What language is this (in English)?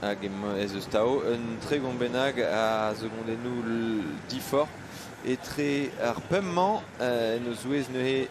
Breton